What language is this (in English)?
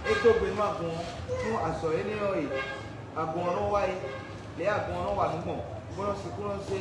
Fon